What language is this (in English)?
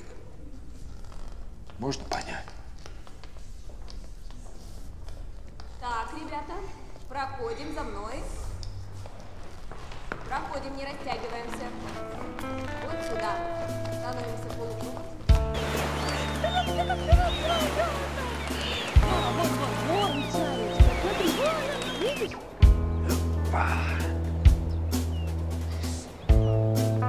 Russian